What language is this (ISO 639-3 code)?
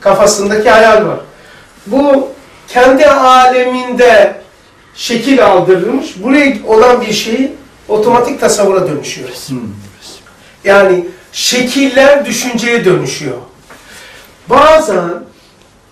tur